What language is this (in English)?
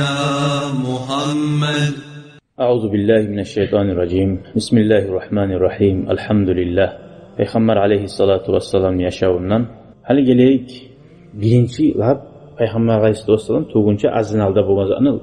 Kumyk